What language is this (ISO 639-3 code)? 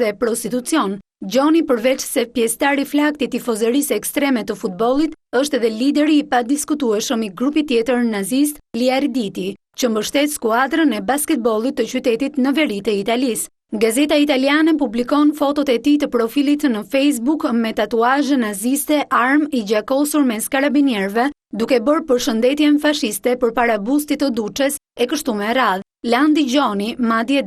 sqi